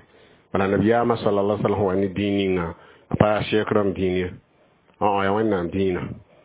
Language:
Mossi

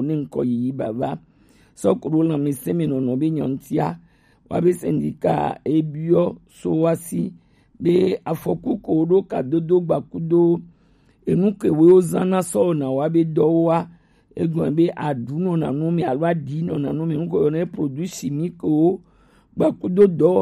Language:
Gen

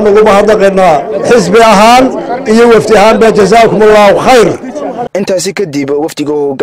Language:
Somali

